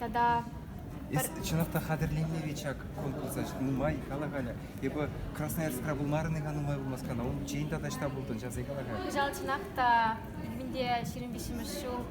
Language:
Chuvash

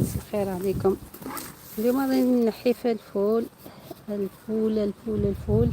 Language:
Algerian Arabic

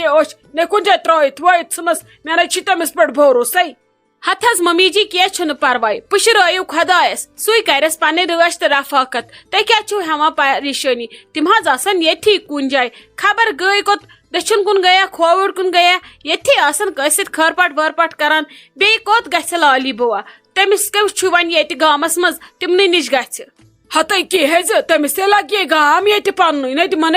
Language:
Kashmiri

